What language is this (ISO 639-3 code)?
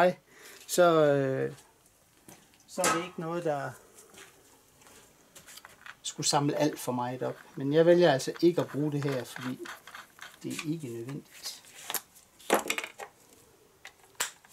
dan